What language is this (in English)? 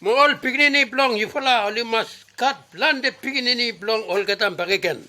Bislama